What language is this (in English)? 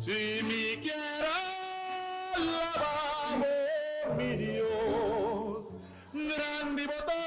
Papiamento